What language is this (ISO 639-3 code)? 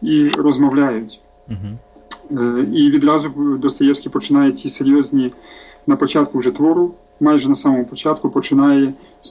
ukr